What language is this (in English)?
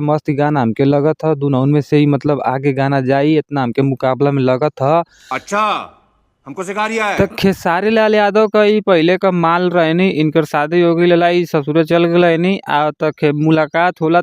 Bhojpuri